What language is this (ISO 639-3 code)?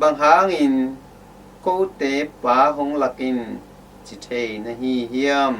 ctd